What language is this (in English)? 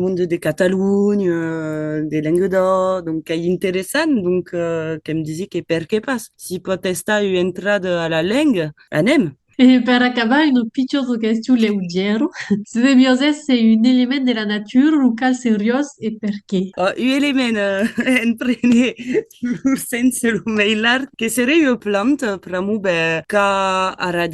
Occitan